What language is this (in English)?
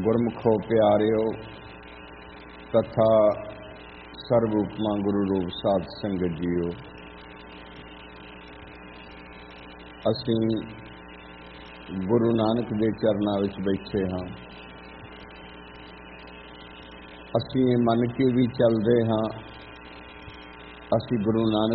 Punjabi